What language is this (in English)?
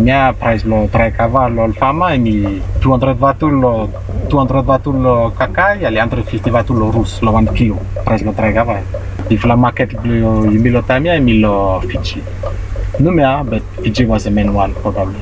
Bislama